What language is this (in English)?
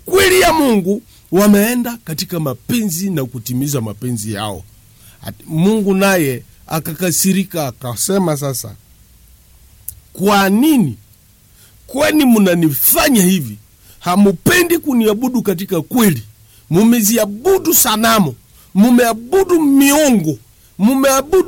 Swahili